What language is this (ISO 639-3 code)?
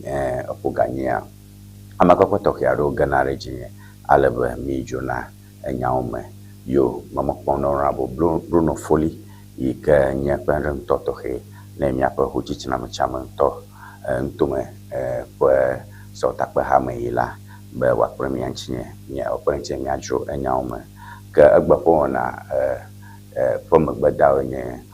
ewe